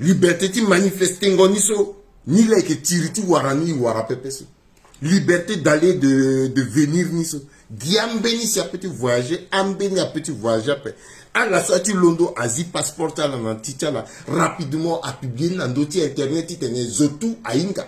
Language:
Sango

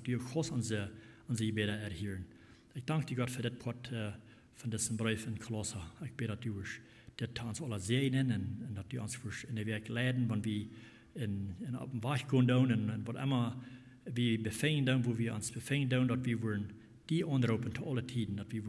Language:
Plautdietsch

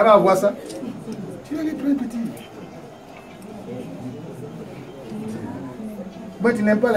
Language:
French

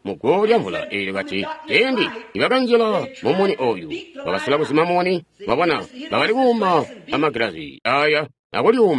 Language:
Tonga (Zambia)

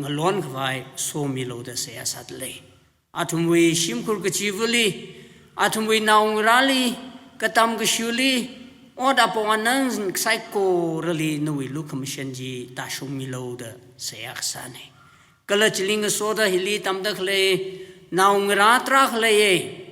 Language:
Tangkhul Naga (India)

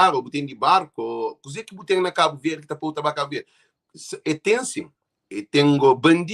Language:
Kabuverdianu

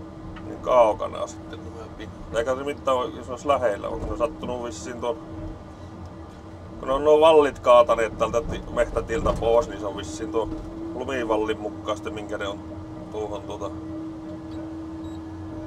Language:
Finnish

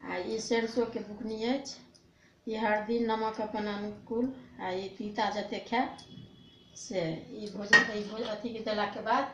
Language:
Maithili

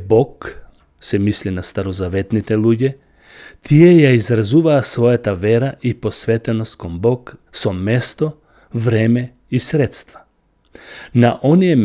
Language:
Macedonian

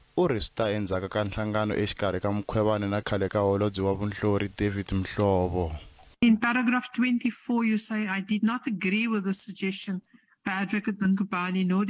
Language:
Tsonga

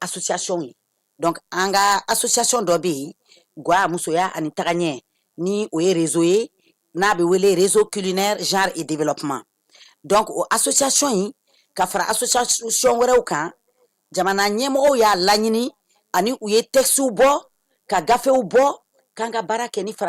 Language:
Bambara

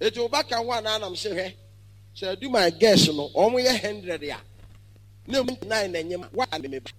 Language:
Akan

